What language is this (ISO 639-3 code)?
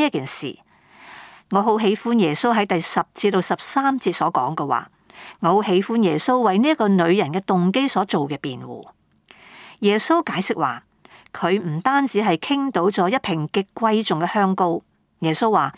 yue